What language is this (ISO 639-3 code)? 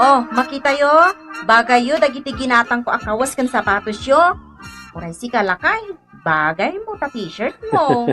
ilo